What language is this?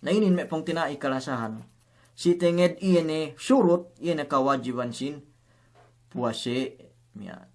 Yakan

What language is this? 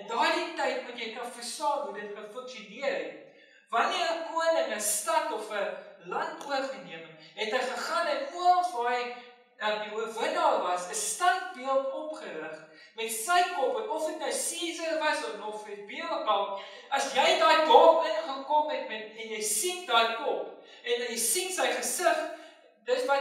Afrikaans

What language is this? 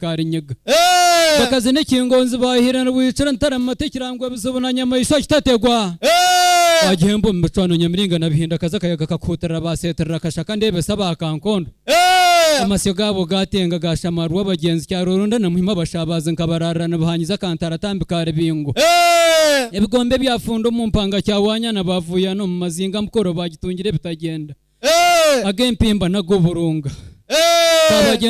Nyankole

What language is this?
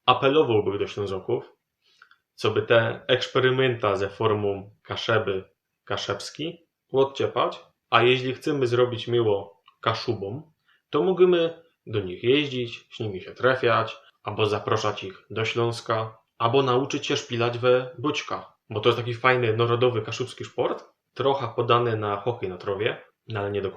Silesian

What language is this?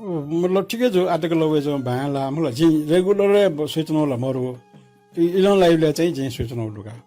Newari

